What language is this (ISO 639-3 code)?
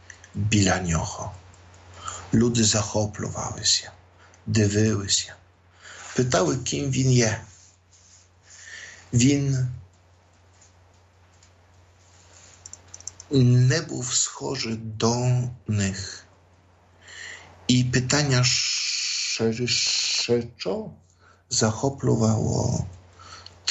ukr